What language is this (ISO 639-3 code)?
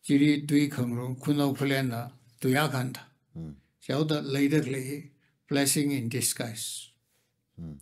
nmf